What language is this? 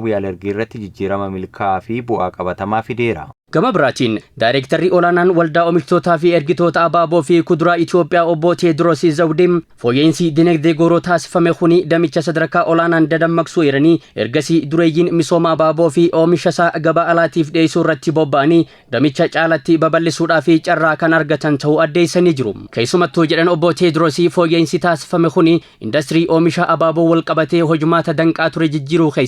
Oromo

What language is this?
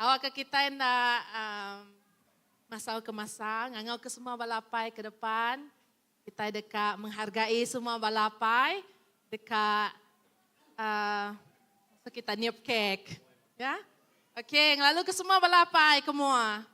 Iban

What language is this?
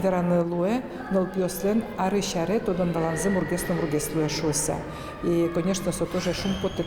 Udmurt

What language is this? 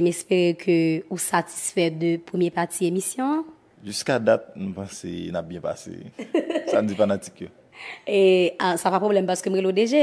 Haitian Creole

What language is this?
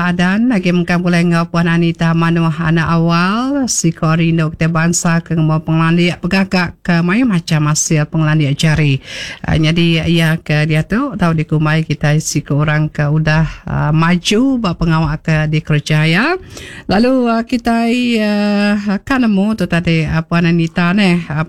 Iban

